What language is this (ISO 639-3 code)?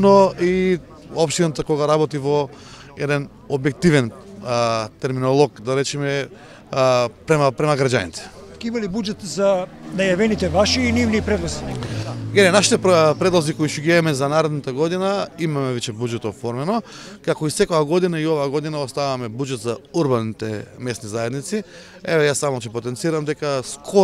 mkd